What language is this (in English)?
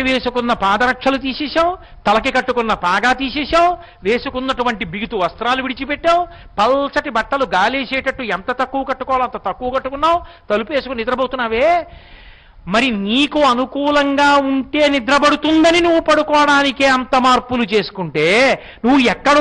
Telugu